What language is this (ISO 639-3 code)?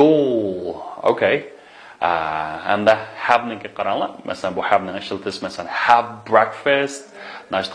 uig